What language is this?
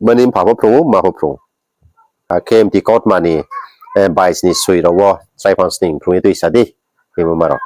Riang (India)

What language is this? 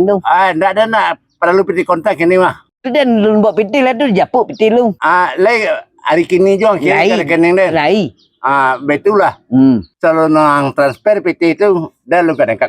Minangkabau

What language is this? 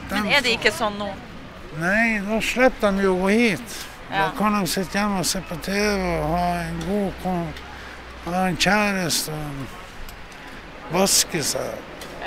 Norwegian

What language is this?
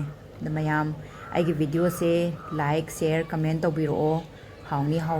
Manipuri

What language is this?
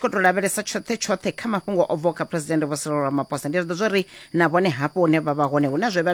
Venda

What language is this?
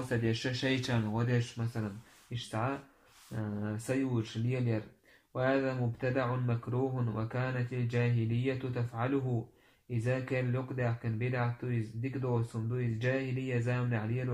Chechen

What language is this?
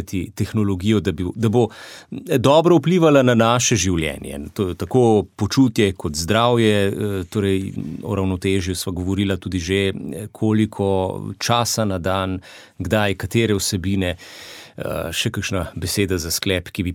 Slovenian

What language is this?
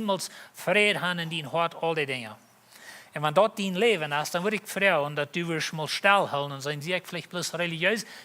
Plautdietsch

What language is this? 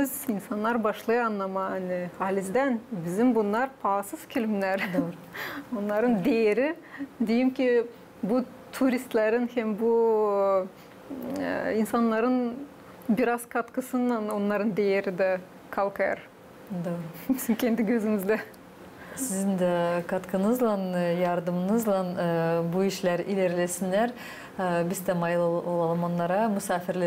Gagauz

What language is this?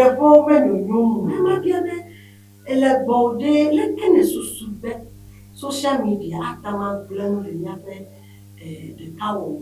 Ewe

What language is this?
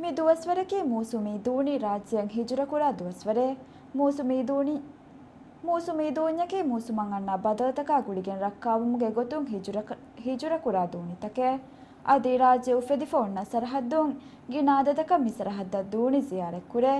Divehi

